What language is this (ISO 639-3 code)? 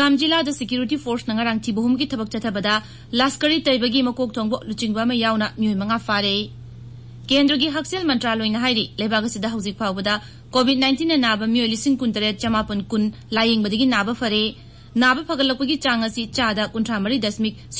mni